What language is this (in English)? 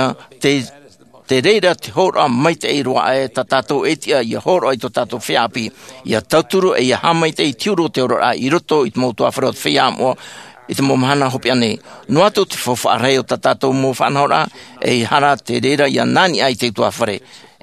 Tahitian